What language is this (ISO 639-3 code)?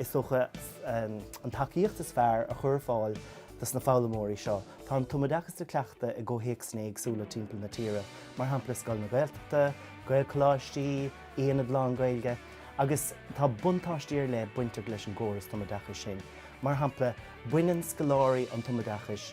gle